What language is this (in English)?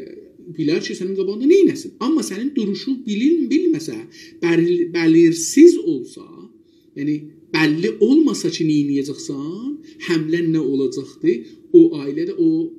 South Azerbaijani